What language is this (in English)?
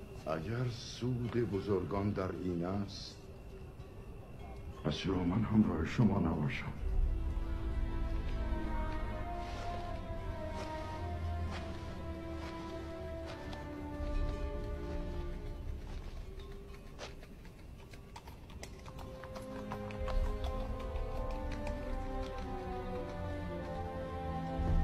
Persian